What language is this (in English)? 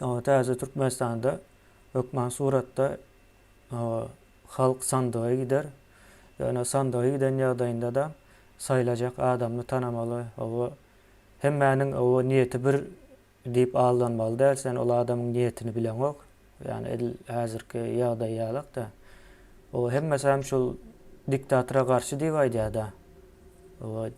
Turkmen